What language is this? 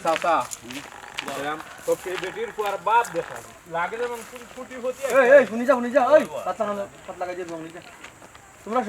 Sylheti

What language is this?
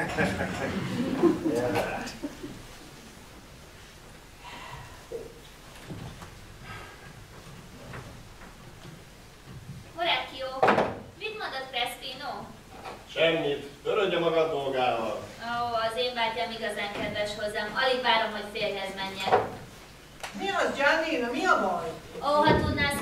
Hungarian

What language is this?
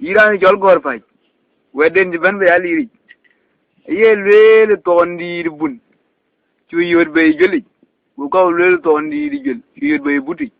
Dinka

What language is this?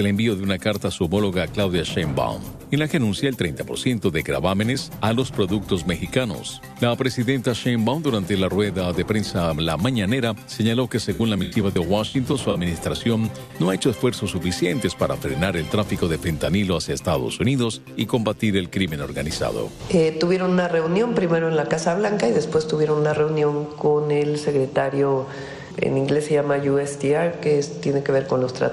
Spanish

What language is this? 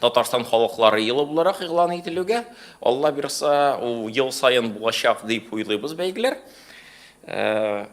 Tatar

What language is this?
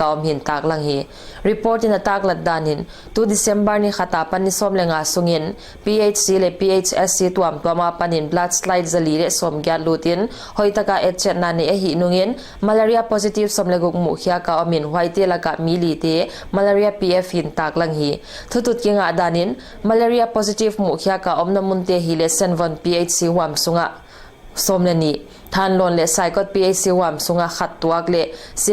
Paite Chin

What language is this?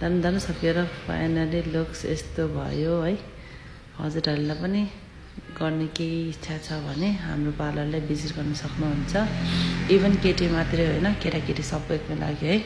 Nepali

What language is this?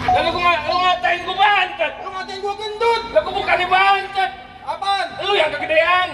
Betawi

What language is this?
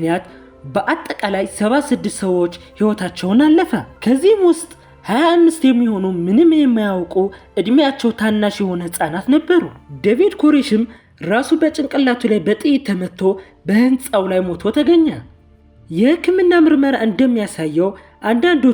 Amharic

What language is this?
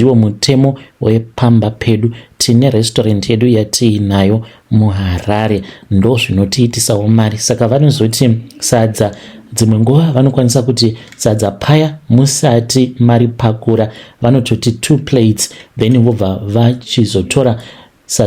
Shona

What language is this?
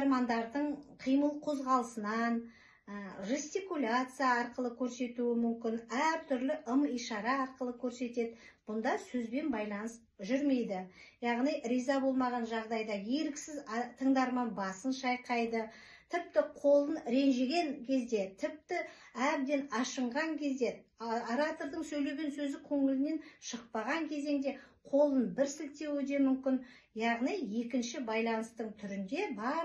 Kazakh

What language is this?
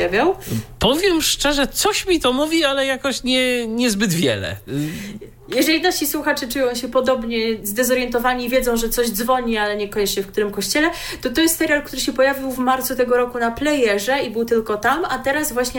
Polish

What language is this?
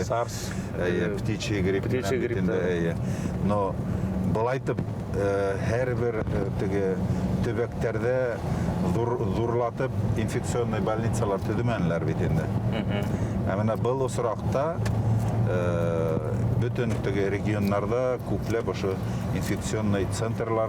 Bashkir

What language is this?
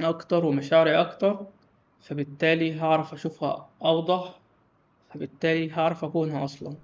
Egyptian Arabic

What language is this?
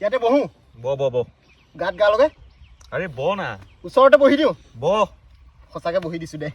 Assamese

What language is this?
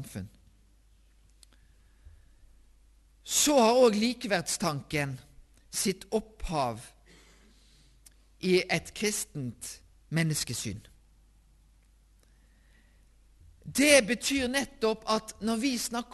Norwegian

